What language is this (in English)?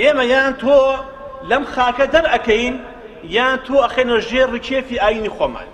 Central Kurdish